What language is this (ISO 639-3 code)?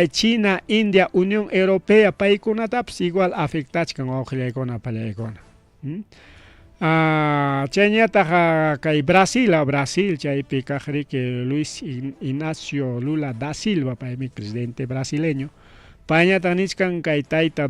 quy